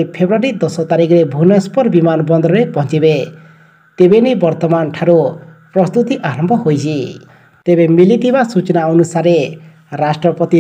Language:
Odia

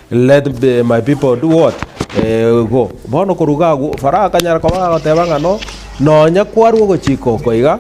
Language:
Gusii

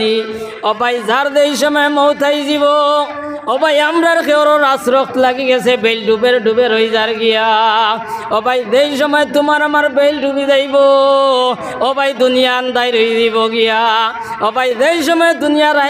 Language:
Sylheti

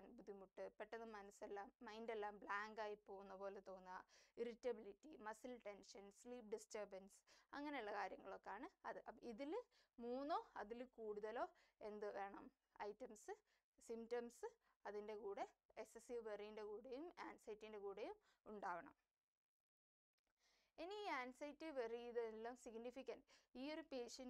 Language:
Malayalam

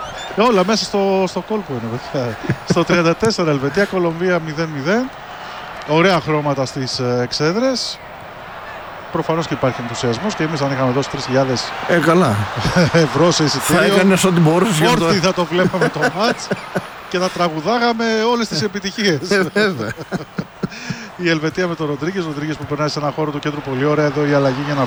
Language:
Greek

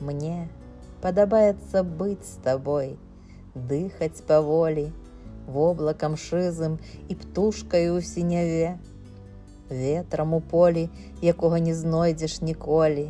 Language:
Belarusian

